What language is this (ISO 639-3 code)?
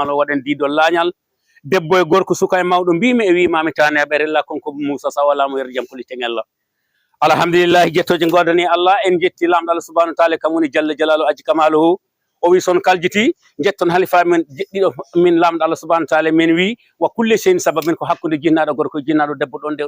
ful